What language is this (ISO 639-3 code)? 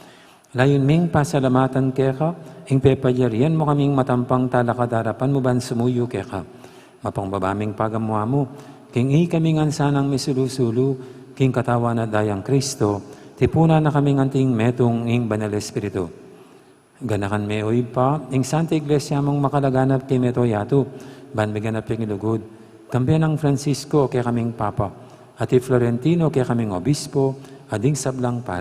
pam